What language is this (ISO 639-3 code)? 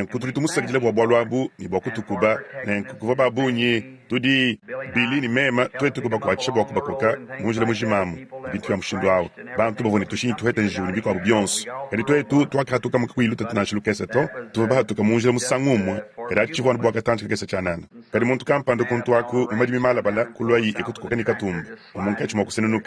lua